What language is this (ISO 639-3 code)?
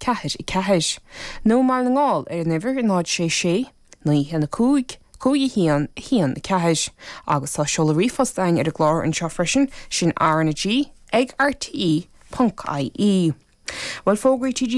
gle